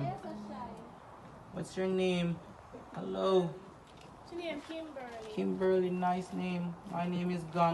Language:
Jamaican Creole English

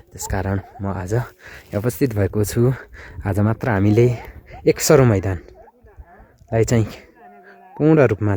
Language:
Nepali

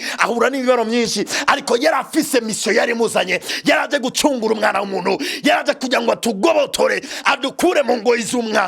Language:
Rundi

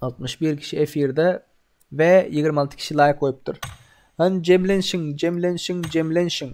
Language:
Turkmen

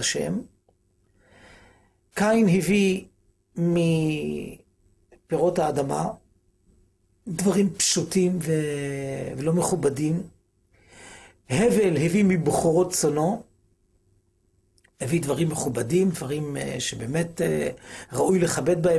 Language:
Hebrew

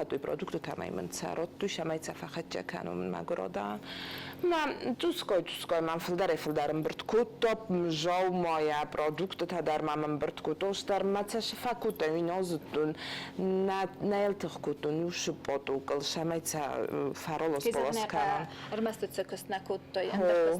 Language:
Ossetic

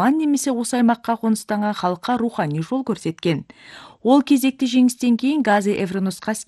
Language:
Kazakh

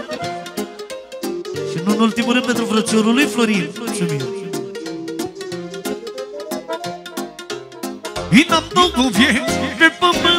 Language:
Romanian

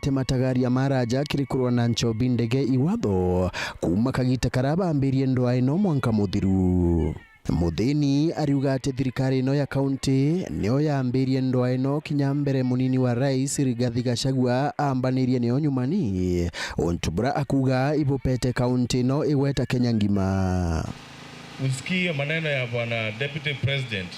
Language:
Meru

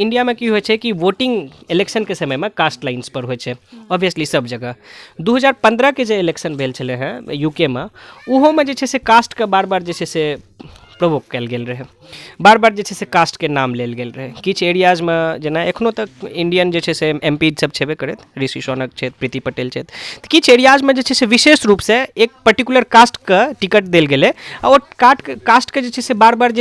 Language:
Maithili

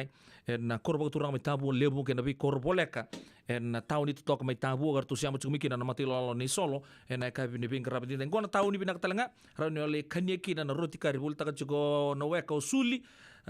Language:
Fijian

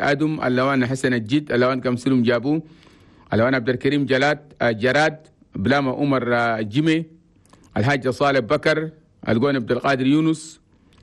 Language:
Chadian Arabic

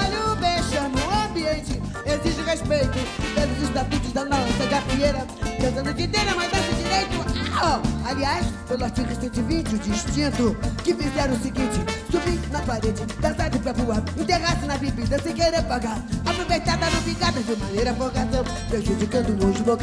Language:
Portuguese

